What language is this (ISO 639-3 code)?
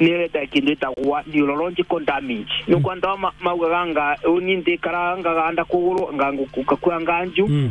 mer